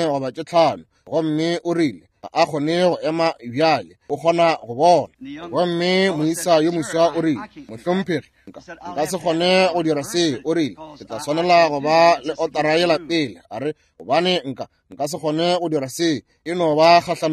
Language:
Northern Sotho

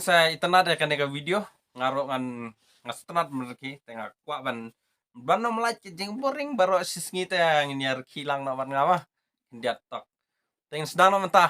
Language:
Khasi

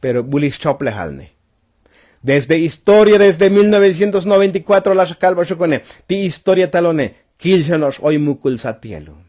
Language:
Tzotzil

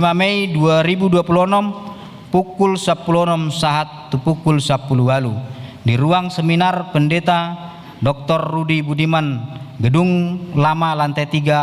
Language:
Batak Toba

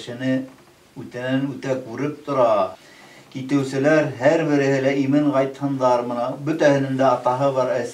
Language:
Bashkir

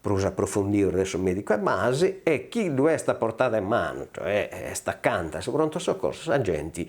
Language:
Sardinian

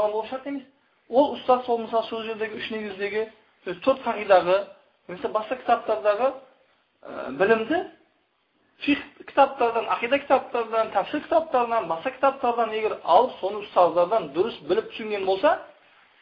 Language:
Kazakh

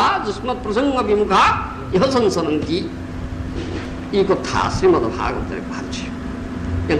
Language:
Odia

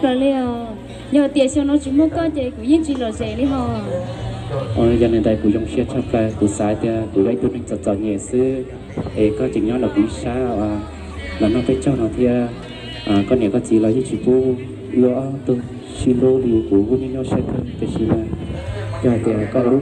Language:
Hmong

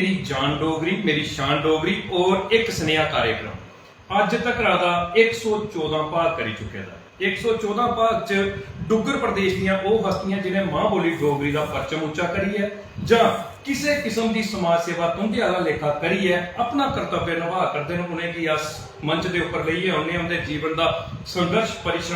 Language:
Dogri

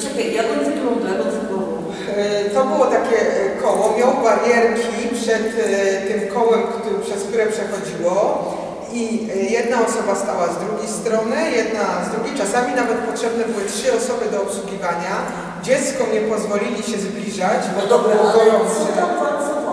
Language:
Silesian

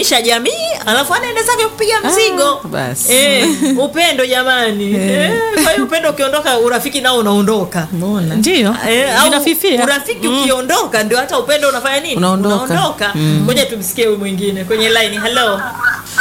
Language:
Swahili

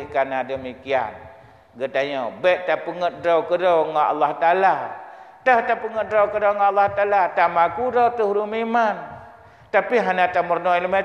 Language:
Achinese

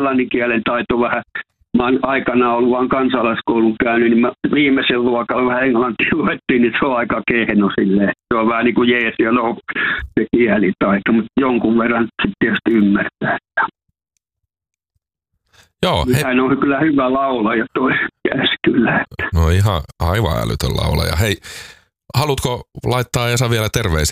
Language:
Finnish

